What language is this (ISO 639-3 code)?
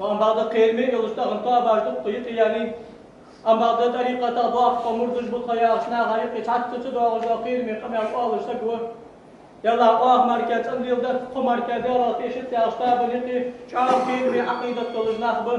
inh